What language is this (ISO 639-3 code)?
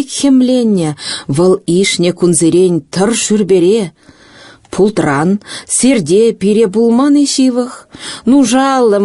chv